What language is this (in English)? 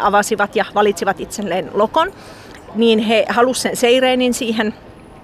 Finnish